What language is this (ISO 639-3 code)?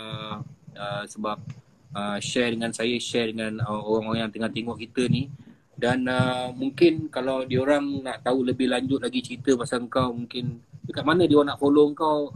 msa